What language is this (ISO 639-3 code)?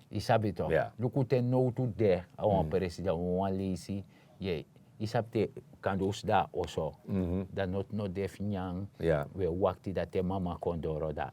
srn